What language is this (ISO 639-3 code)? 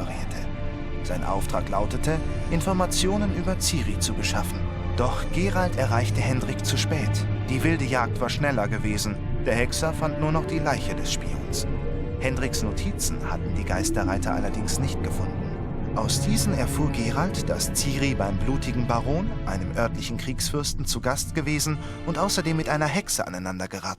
gsw